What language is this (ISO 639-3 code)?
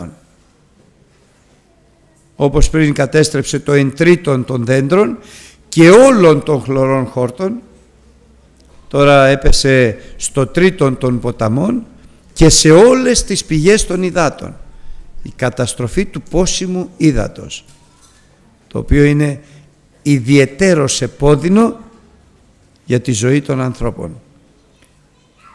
ell